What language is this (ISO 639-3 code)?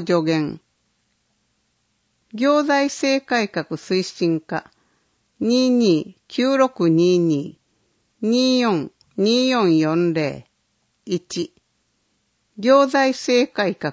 jpn